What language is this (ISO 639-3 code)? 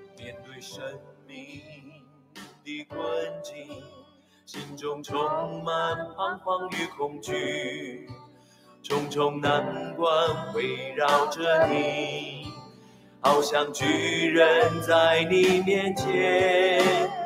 zho